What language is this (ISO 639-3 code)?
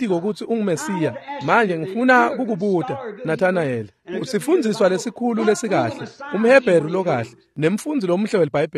ssw